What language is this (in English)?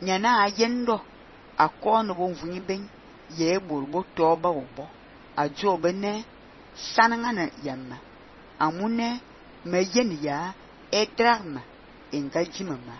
Fang